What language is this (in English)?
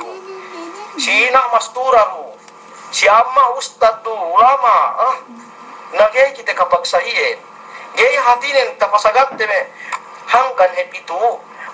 Yakan